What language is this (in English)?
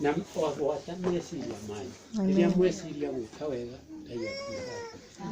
Kikuyu